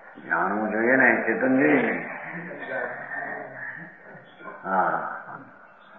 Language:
Gujarati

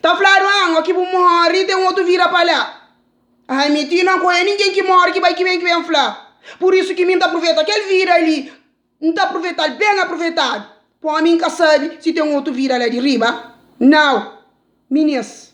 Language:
Kabuverdianu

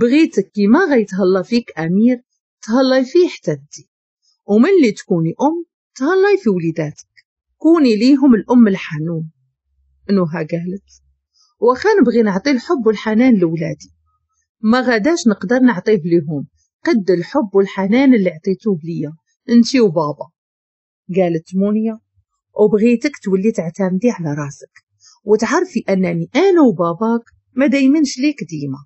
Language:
Moroccan Arabic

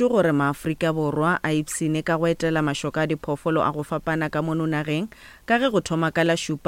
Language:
Northern Sotho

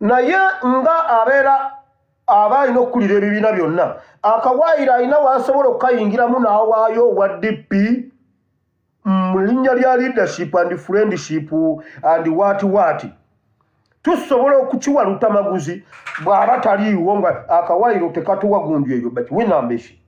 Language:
Ganda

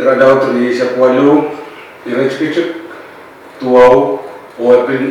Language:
Pohnpeian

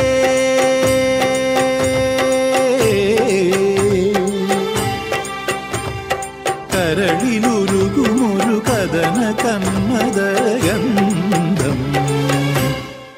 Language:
Malayalam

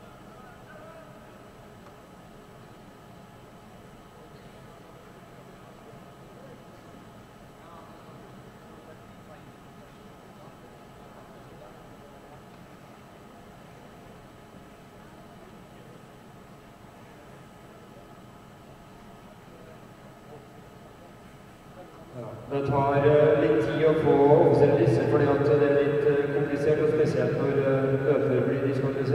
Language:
Norwegian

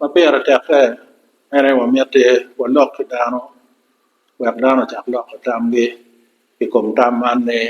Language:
Acoli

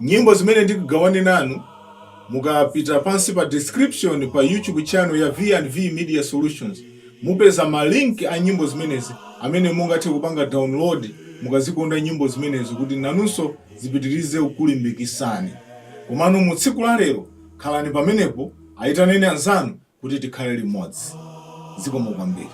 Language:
Nyanja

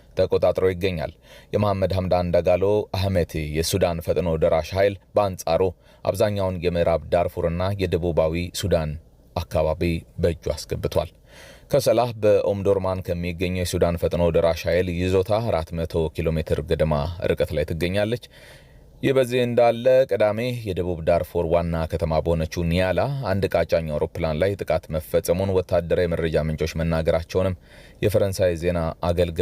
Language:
Amharic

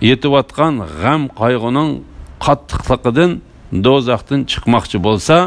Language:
Uyghur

